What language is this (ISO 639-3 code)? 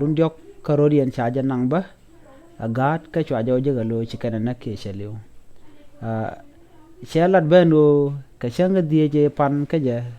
nus